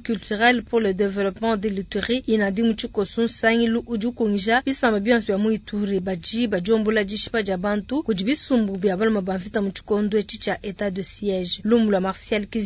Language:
Luba-Lulua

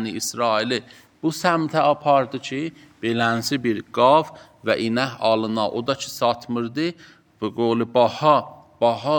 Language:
Azerbaijani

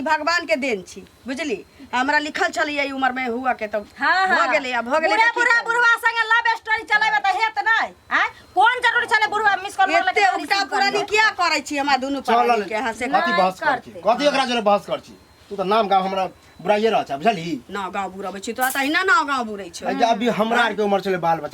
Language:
Maithili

